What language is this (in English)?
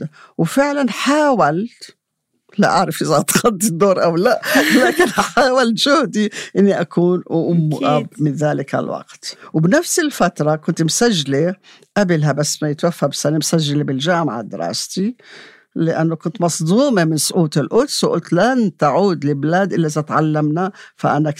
North Levantine Arabic